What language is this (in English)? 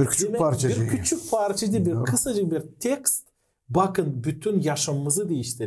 Gagauz